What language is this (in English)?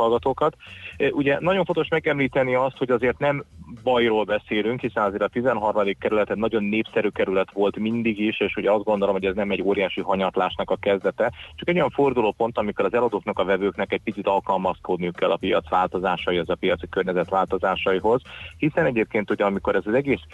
Hungarian